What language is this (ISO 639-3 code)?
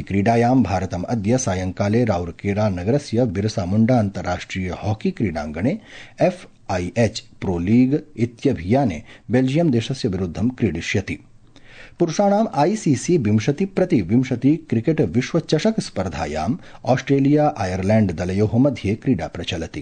san